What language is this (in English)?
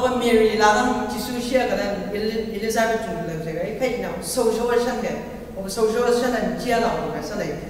Chang Naga